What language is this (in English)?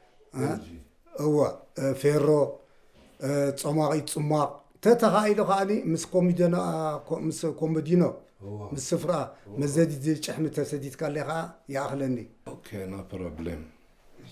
Tigrinya